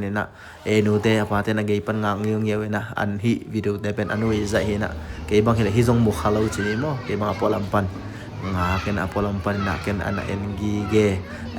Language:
Tedim Chin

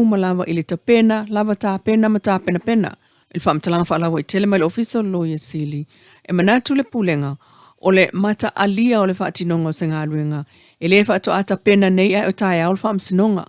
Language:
Samoan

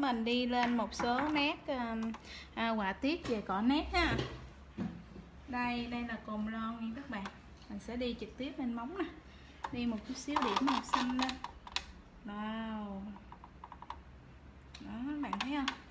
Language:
Vietnamese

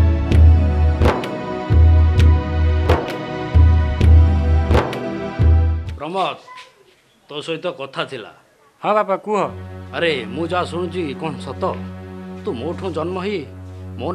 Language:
Odia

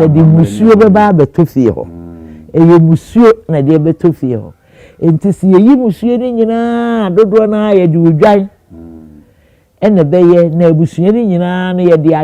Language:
Akan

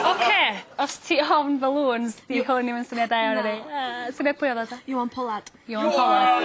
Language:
Welsh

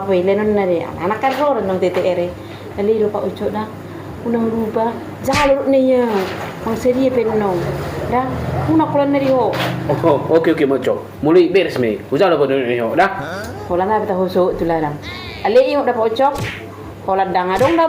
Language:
Batak Toba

